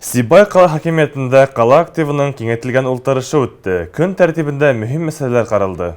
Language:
Bashkir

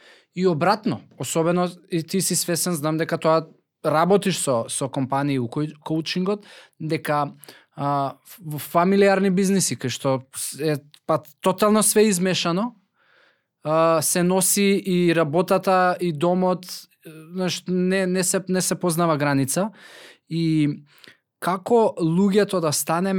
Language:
Macedonian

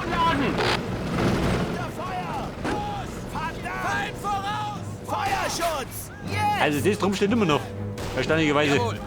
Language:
Bavarian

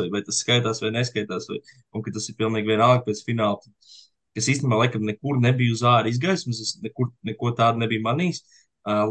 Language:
Latvian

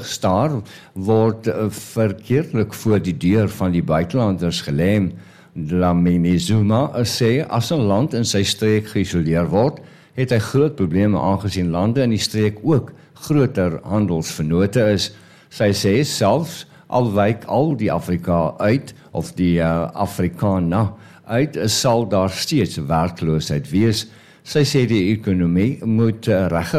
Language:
Afrikaans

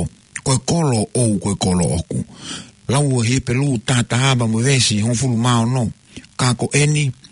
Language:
Tongan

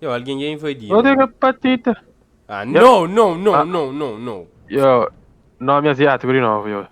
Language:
Kabuverdianu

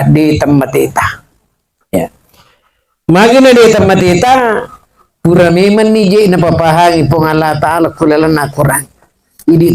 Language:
Buginese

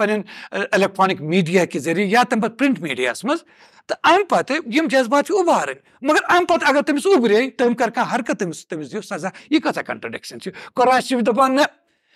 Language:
Kashmiri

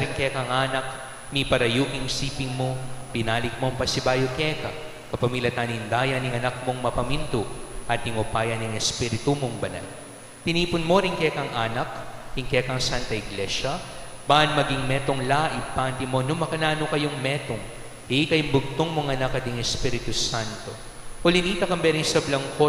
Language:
Pampanga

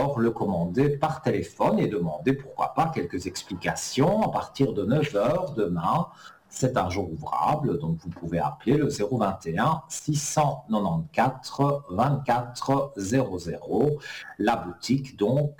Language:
French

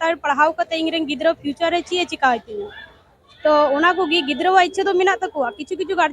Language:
Santali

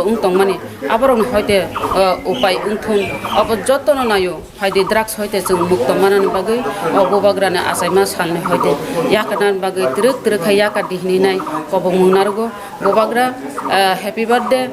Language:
Kok Borok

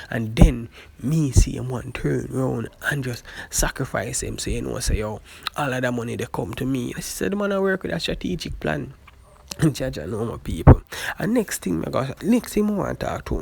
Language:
Jamaican Creole English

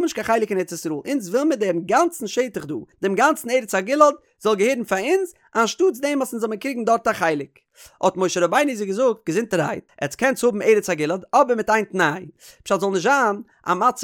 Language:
Yiddish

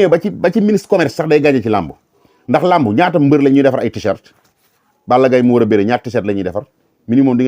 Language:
Wolof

